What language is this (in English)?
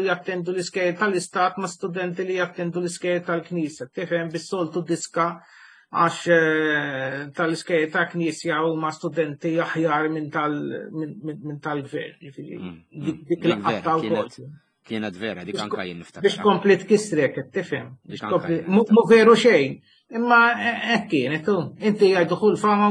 Maltese